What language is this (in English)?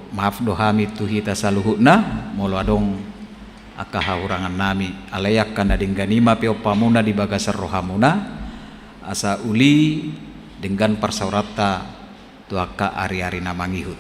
Batak Toba